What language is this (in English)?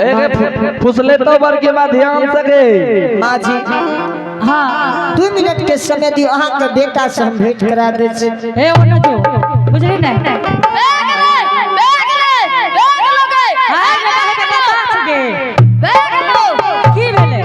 Angika